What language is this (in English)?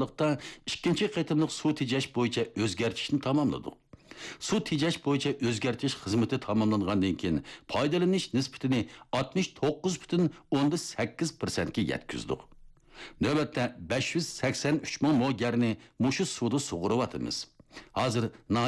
Uyghur